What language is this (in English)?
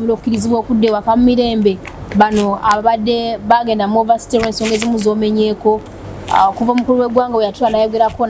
Ganda